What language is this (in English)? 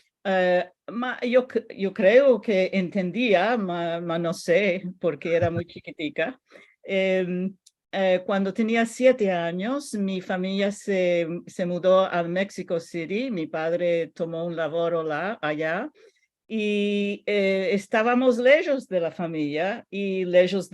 Ladino